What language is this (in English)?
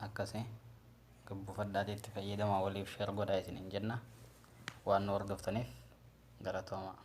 Oromo